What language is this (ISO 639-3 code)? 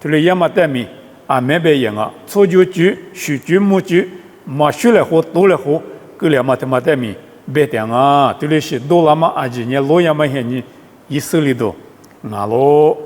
lis